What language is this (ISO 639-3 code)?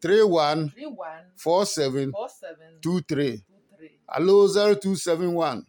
ada